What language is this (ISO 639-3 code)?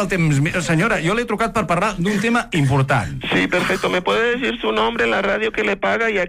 cat